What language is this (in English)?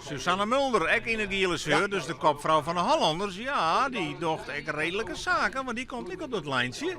Western Frisian